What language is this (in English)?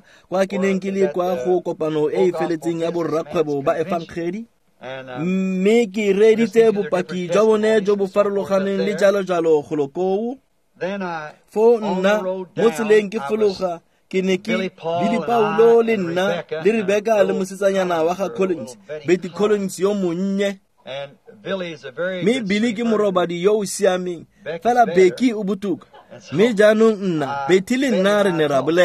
Tswana